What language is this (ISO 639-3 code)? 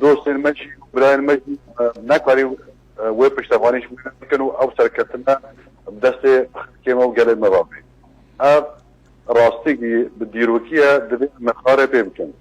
kur